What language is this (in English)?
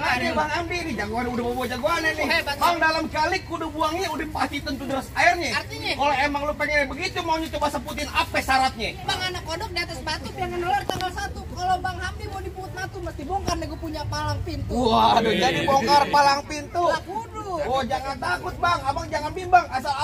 Betawi